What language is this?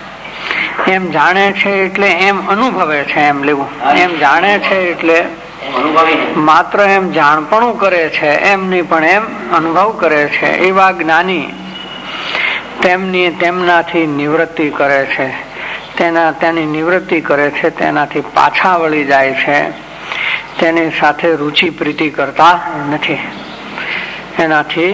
Gujarati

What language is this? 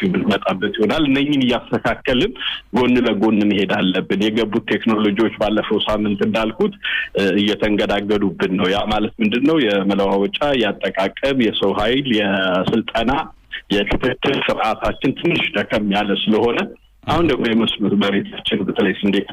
Amharic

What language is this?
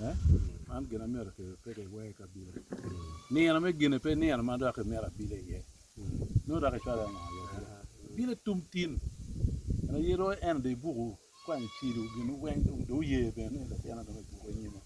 Acoli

